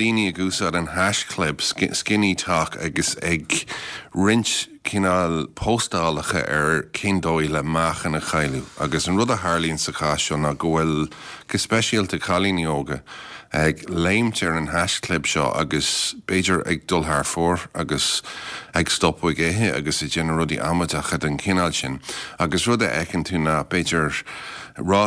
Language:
Irish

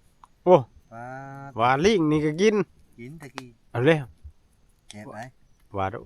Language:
Northeastern Thai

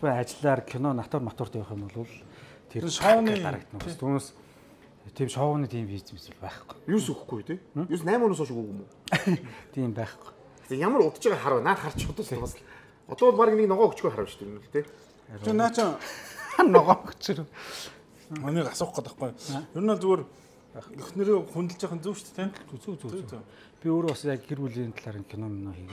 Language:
Mongolian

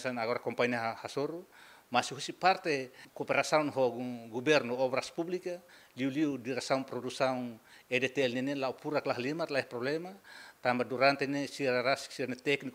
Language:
Tetum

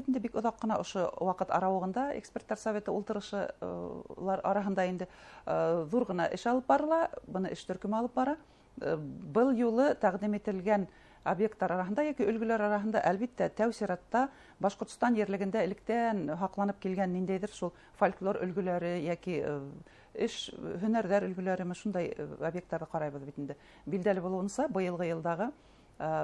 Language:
Bashkir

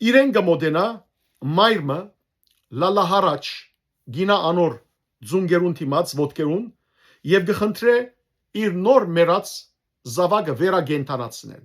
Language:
Western Armenian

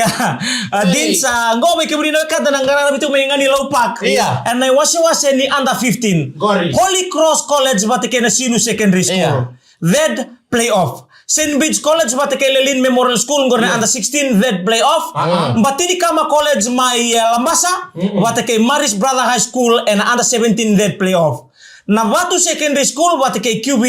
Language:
Fijian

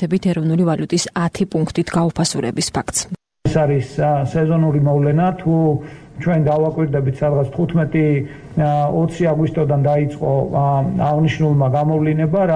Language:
Georgian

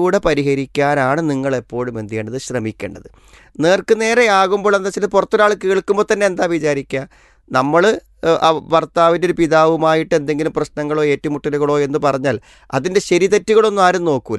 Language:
Malayalam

